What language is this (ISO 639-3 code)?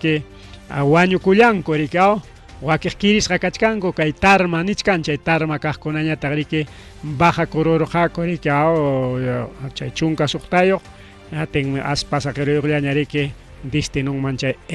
quy